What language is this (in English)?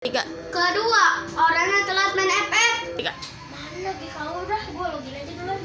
Betawi